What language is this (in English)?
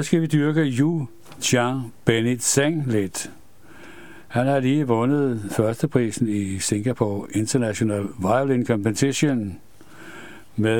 Danish